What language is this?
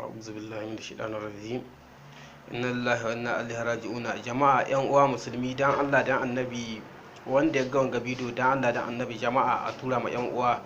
Hausa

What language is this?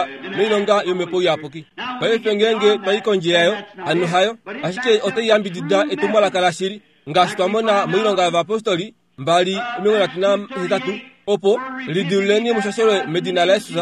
Kuanyama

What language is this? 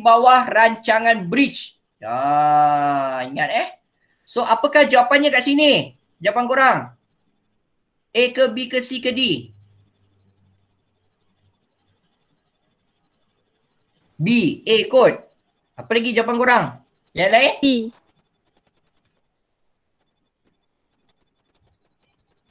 Malay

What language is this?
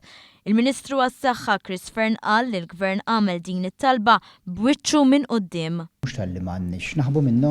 Maltese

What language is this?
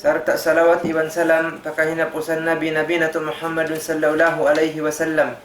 Tausug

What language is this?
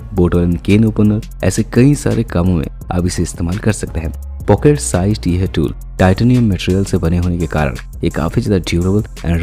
Hindi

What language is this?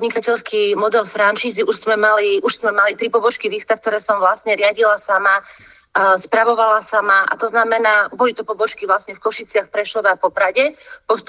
Slovak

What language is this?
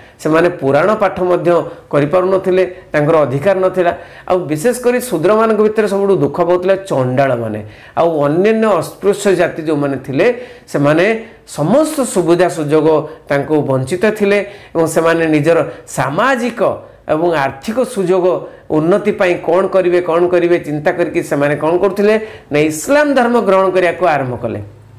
Odia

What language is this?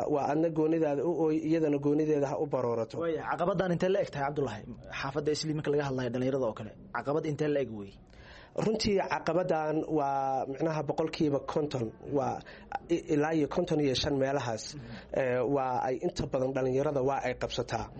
Somali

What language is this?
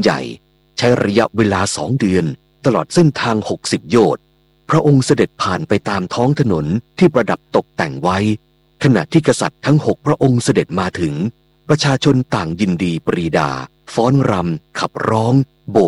Thai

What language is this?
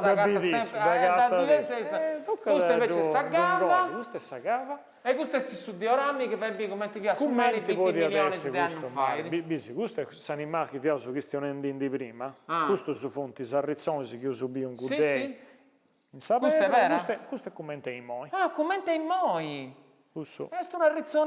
Sardinian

